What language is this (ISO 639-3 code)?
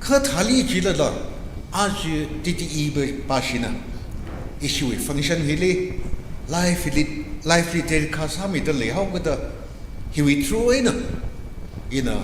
nmf